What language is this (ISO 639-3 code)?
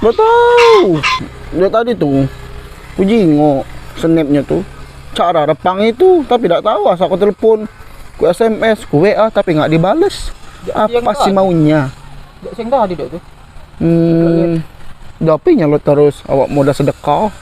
mui